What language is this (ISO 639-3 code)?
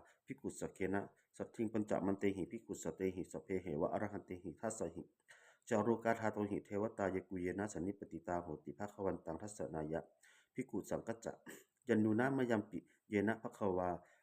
pli